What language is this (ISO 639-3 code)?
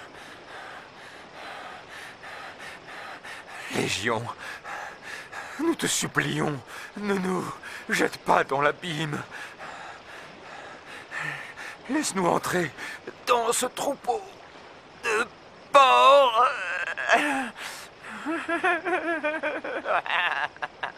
fra